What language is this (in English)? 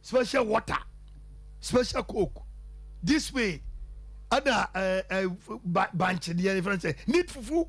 Akan